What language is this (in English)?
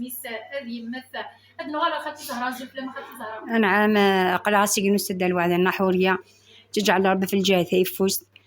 Kabyle